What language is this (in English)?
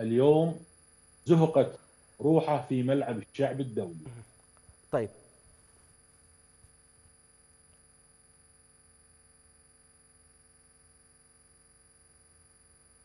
Mesopotamian Arabic